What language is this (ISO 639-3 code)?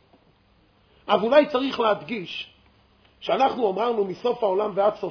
heb